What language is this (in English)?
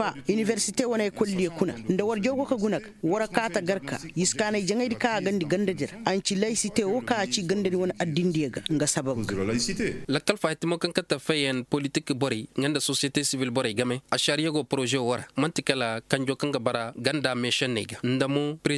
Koyraboro Senni